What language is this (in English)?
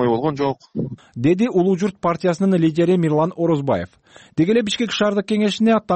Kyrgyz